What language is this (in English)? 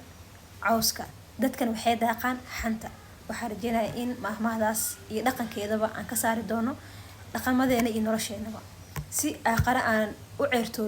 Somali